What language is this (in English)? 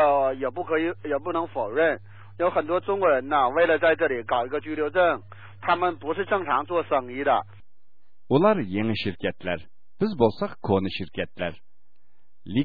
Uyghur